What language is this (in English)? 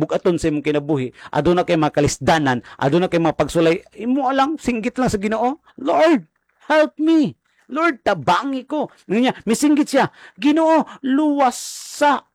Cebuano